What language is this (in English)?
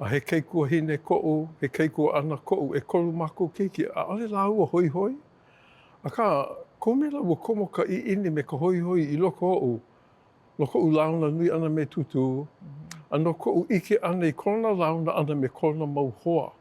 Hawaiian